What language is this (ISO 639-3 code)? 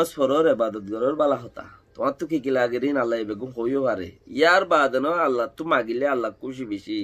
rhg